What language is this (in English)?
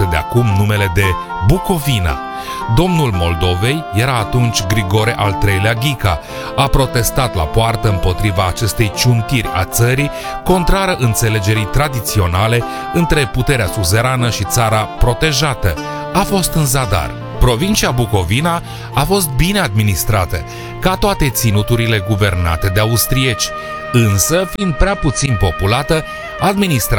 Romanian